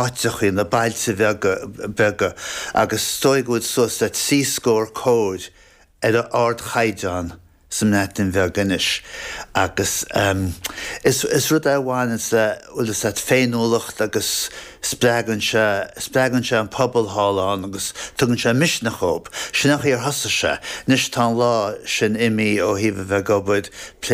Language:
Irish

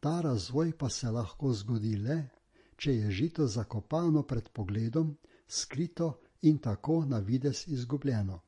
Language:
Slovenian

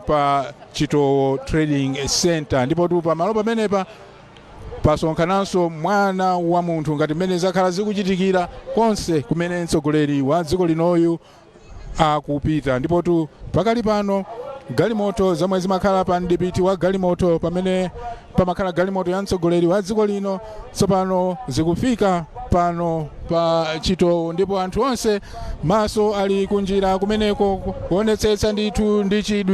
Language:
Nyanja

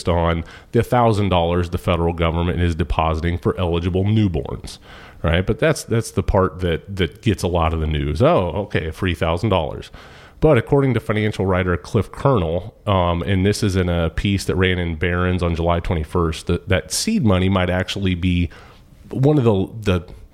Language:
English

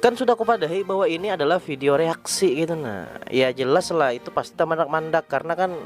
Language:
Banjar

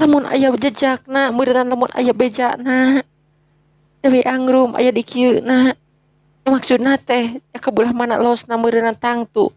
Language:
Sundanese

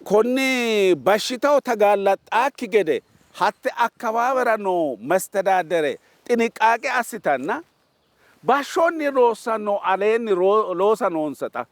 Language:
Sidamo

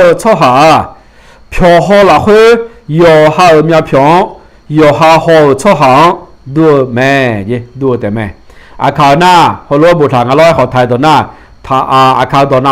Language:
Akha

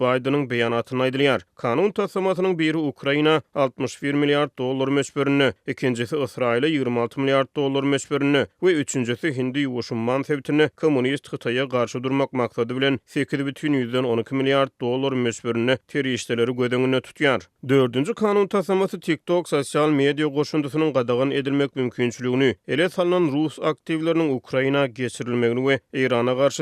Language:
Turkmen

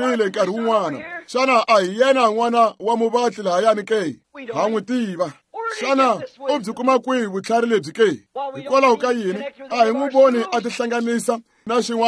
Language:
Tsonga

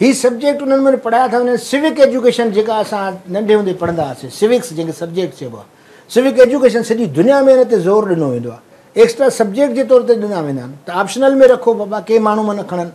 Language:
Sindhi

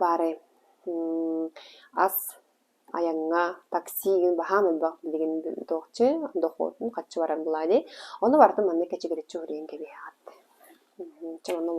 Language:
Yakut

